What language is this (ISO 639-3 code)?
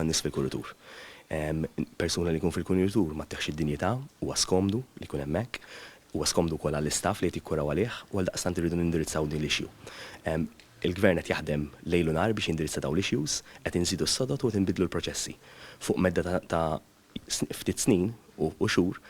mlt